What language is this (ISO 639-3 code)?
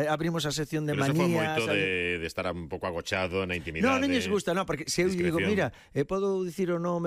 glg